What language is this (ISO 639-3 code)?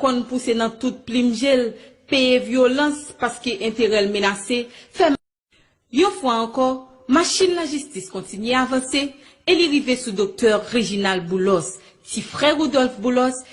hat